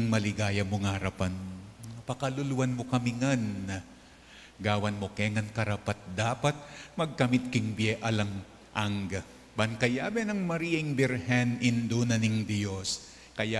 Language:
Pampanga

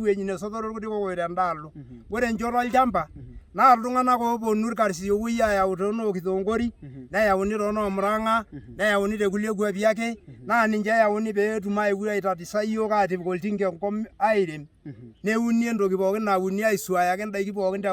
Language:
Masai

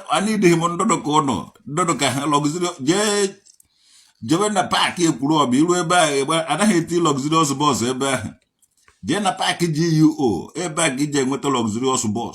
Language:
Igbo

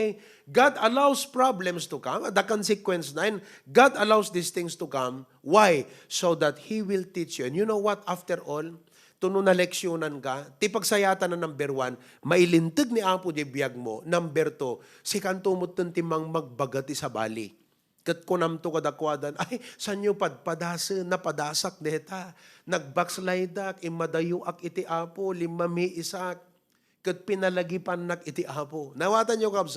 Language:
Iloko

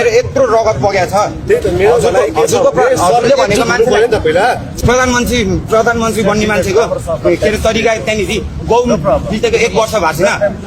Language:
Nepali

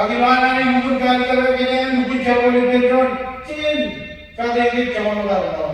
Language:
Marshallese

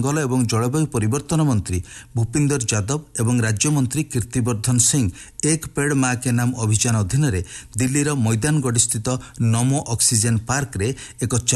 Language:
Odia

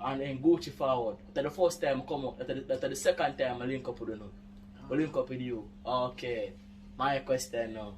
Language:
Jamaican Creole English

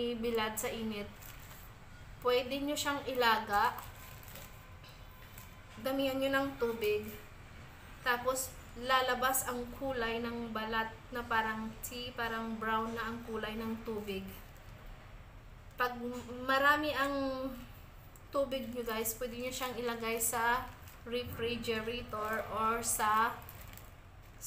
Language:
Filipino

